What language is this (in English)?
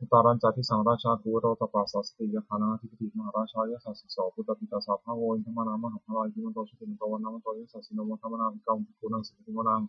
Pali